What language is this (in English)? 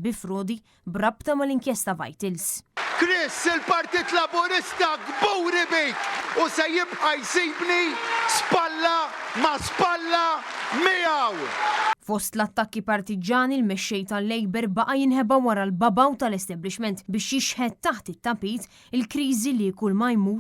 Maltese